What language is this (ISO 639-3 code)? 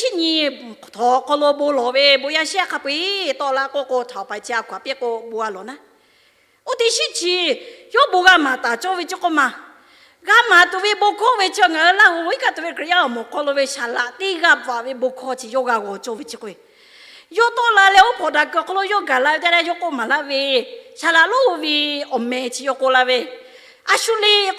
lhu